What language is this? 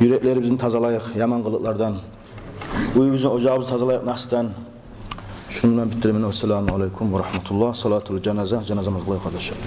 Kumyk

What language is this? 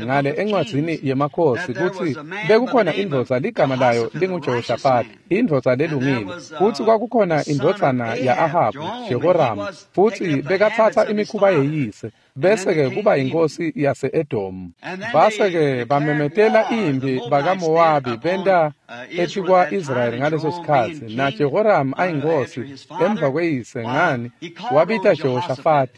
Swati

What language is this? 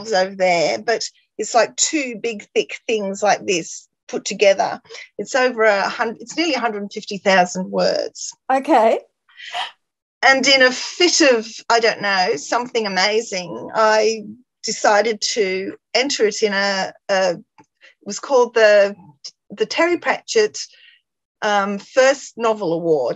English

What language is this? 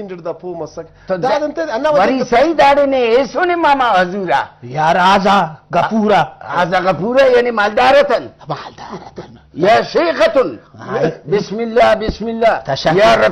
Brahui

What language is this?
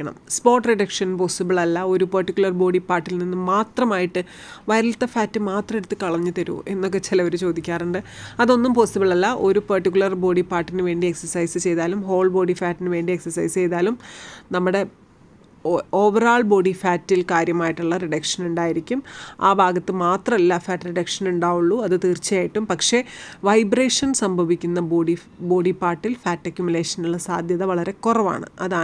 Malayalam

